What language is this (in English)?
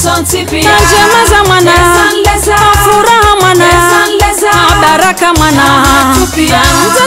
Swahili